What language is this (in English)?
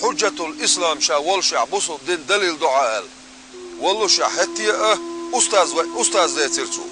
Chechen